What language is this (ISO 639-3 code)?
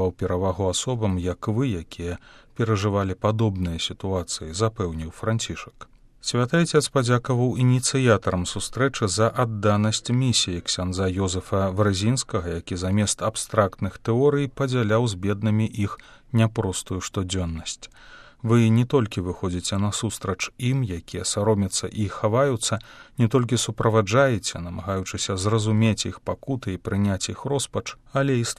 bel